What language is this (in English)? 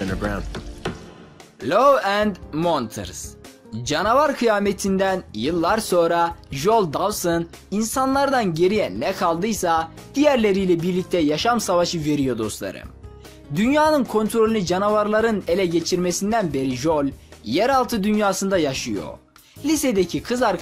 Turkish